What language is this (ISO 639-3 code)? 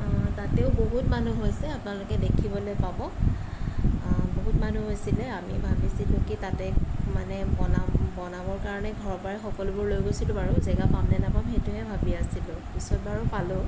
asm